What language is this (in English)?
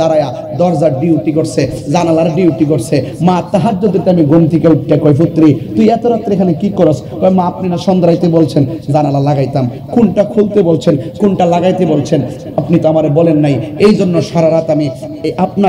Bangla